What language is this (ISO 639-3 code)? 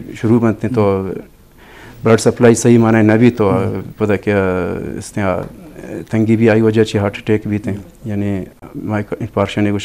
bgp